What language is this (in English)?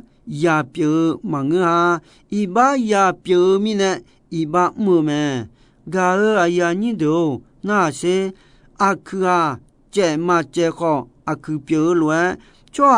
Akha